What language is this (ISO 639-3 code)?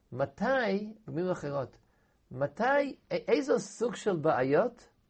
heb